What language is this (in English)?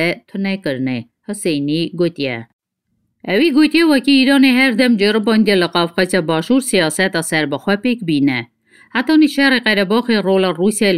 Kurdish